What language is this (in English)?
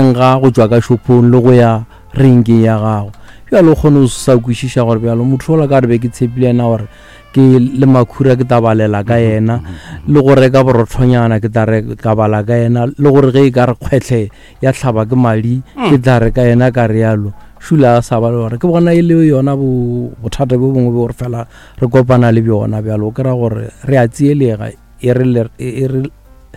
Northern Sotho